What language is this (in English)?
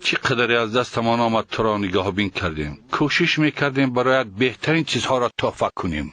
Tajik